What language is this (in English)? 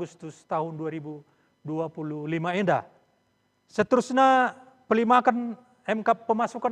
Batak Karo